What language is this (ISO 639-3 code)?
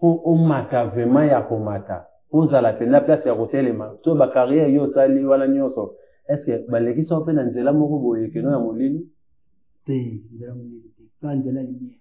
lin